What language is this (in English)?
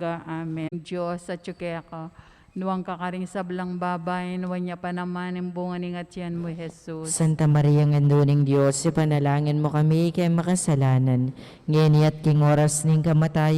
Pampanga